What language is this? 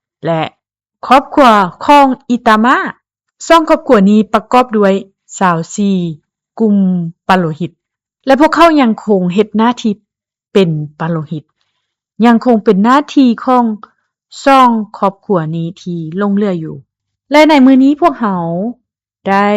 Lao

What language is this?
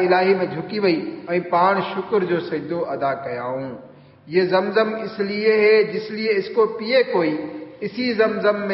Sindhi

